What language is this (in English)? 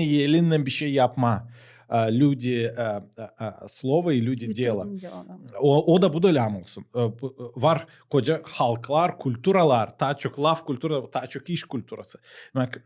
Gagauz